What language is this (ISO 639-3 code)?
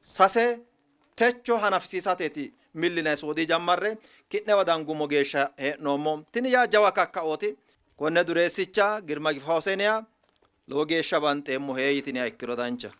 sid